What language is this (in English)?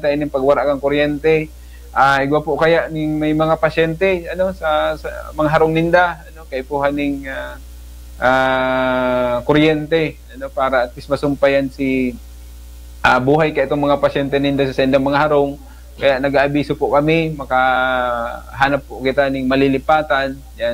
Bikol